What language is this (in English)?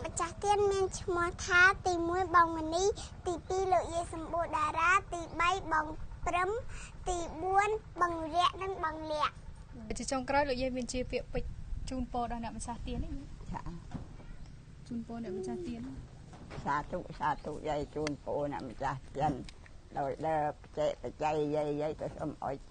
Khmer